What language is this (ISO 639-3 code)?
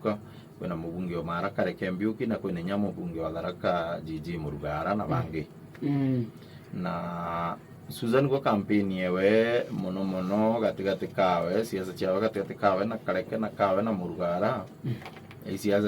mer